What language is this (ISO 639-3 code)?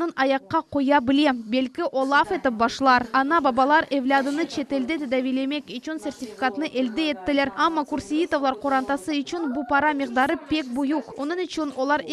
crh